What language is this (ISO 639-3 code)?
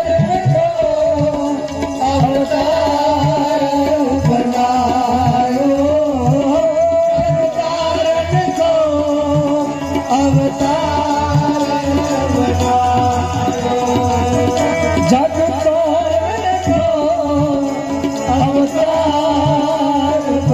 hin